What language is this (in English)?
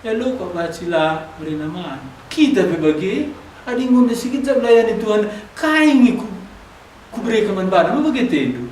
Batak Karo